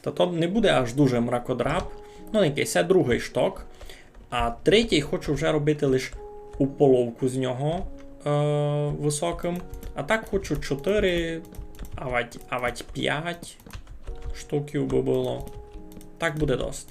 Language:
Rusyn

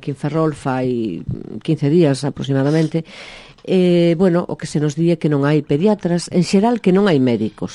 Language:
Galician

